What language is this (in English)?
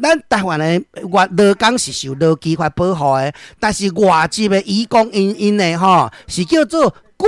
Min Nan Chinese